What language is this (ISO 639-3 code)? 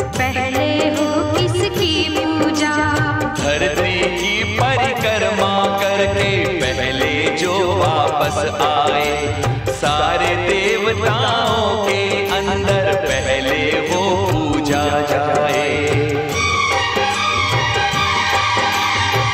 hin